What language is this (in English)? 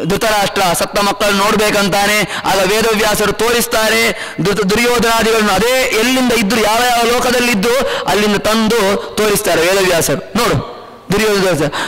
Kannada